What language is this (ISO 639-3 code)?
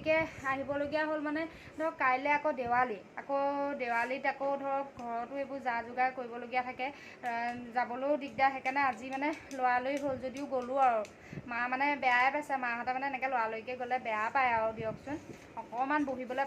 asm